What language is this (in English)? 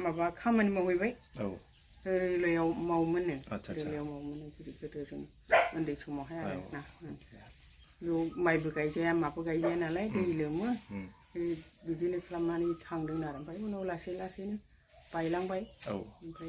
Bodo